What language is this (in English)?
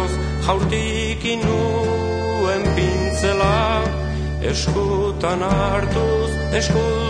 Basque